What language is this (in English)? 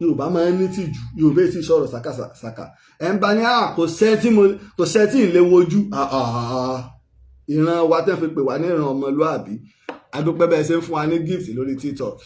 Yoruba